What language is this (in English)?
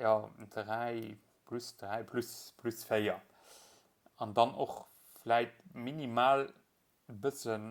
Luxembourgish